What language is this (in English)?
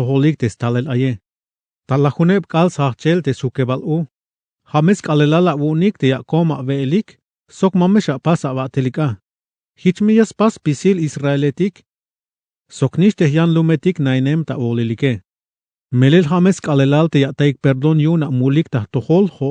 Tzeltal